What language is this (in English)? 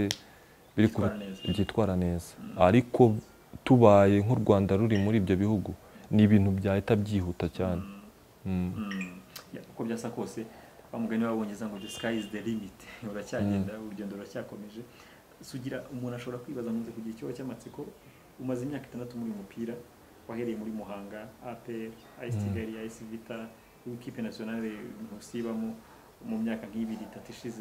Kinyarwanda